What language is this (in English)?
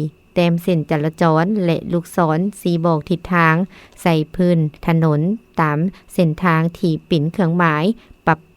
Lao